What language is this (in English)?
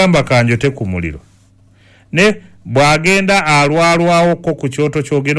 Ganda